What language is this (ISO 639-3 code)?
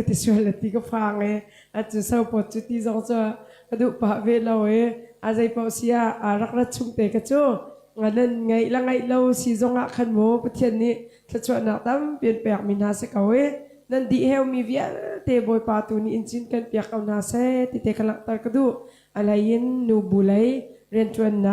cnh